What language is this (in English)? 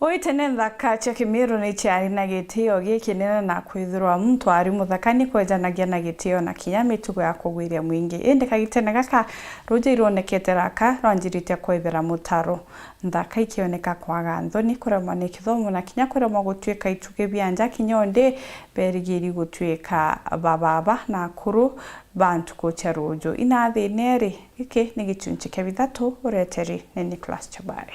Meru